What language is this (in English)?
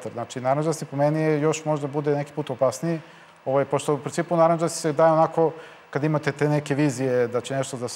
Serbian